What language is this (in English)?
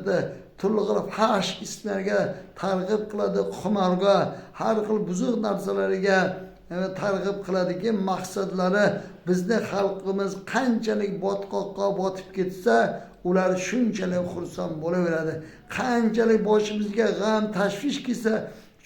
Uzbek